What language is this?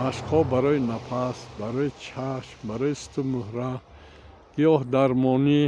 Tajik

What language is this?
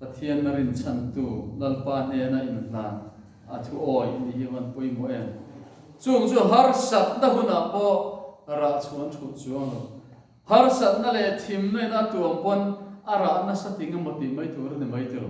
Mizo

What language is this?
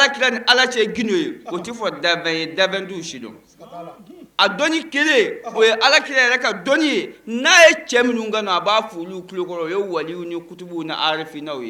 Bambara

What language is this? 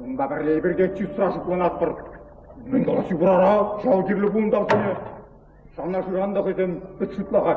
Chuvash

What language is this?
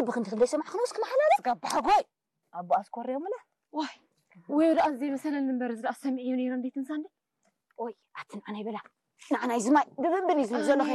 Tigrinya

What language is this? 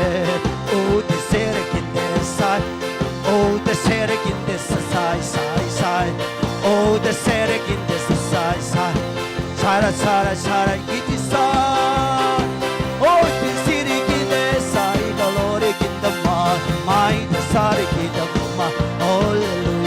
Hakha Chin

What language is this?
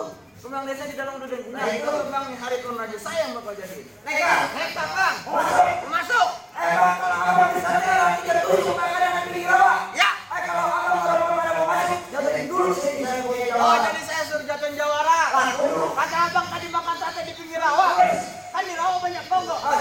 Betawi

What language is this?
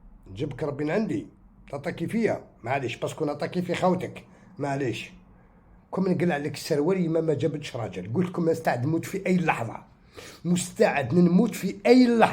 Algerian Arabic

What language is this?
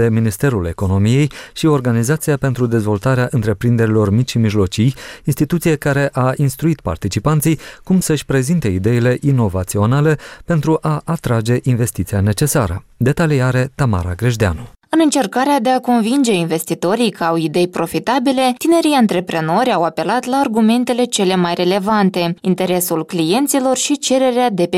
Romanian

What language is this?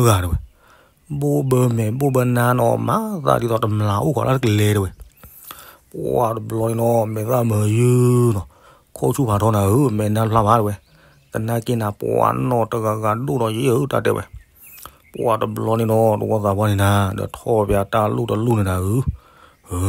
S'gaw Karen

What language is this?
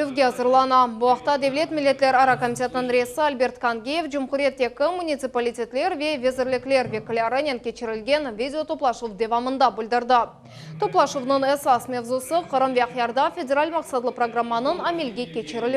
Crimean Tatar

